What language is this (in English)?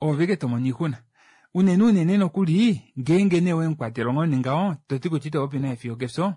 Kuanyama